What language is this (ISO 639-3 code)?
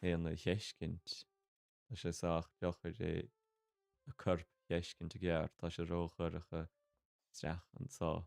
gle